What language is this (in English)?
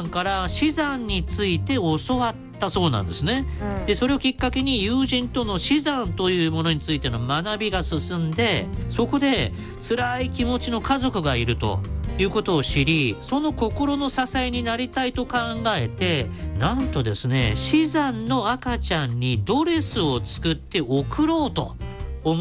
Japanese